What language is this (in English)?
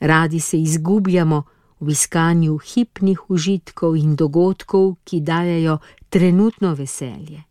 Slovenian